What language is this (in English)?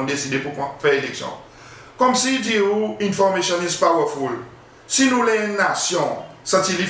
Seselwa Creole French